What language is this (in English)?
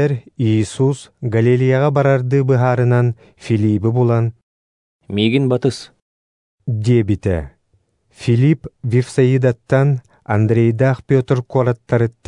Yakut